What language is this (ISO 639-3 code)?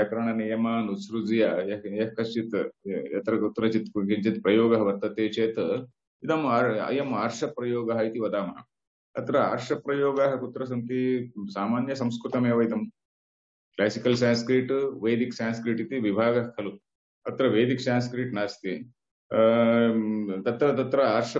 san